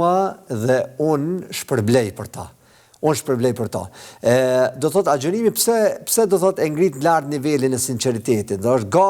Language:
Albanian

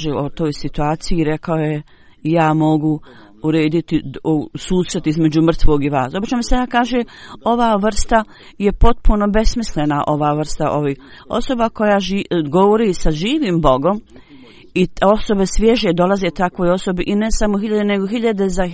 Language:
Bosnian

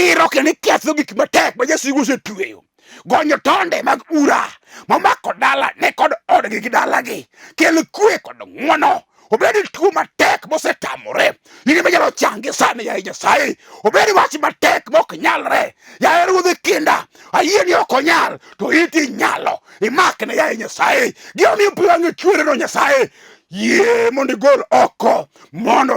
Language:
Luo (Kenya and Tanzania)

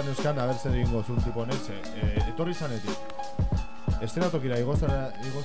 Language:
Basque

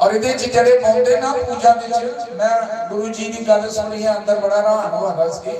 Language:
Dogri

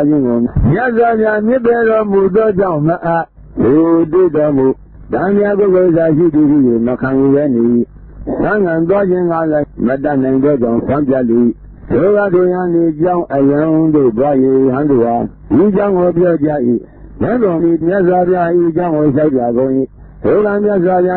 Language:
Burmese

